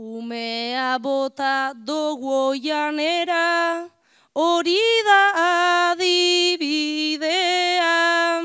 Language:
Basque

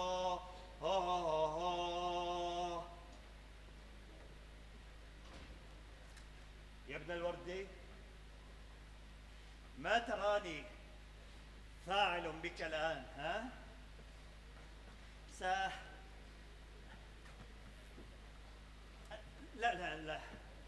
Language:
Mesopotamian Arabic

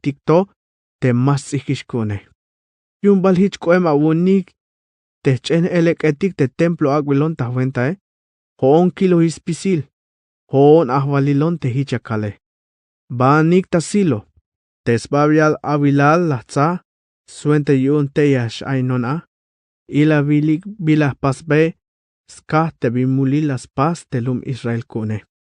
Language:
Tzeltal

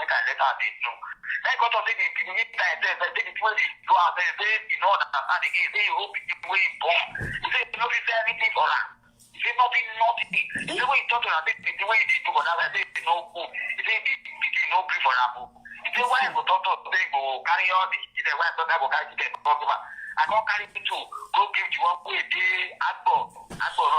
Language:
Nigerian Pidgin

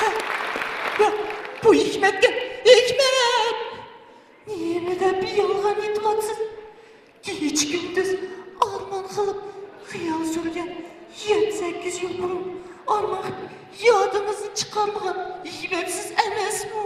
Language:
Uyghur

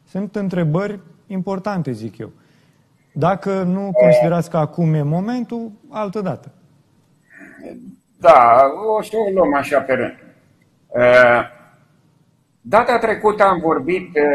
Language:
Romanian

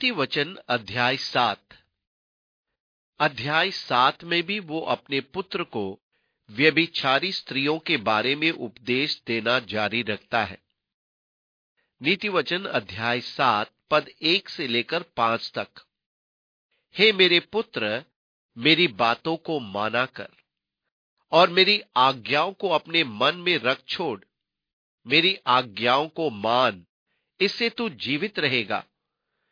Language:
Hindi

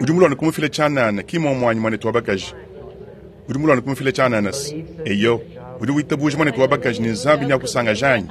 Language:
Luba-Lulua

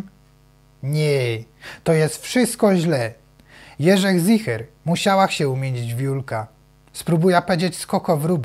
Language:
Silesian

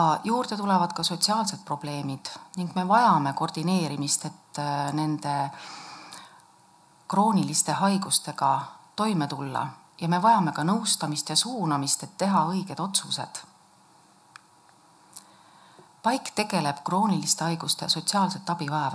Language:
Estonian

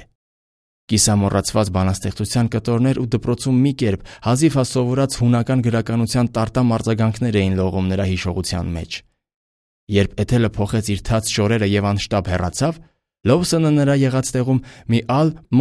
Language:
Armenian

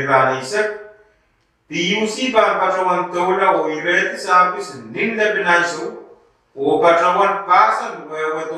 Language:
Pohnpeian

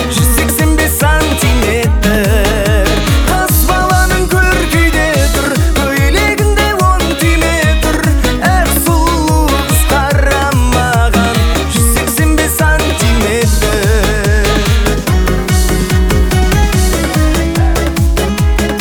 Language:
Kazakh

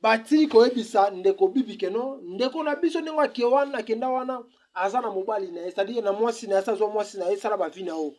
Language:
Lingala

